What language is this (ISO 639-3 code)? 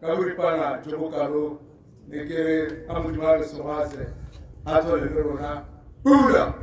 tsn